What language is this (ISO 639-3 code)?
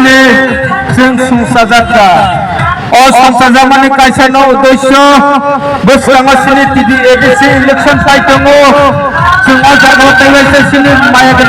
trp